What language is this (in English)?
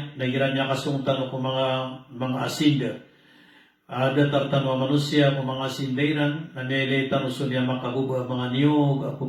Maranao